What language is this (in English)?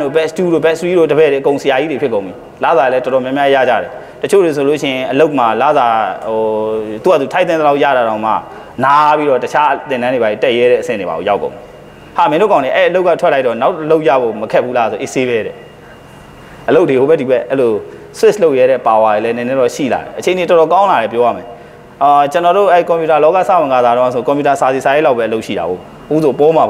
Burmese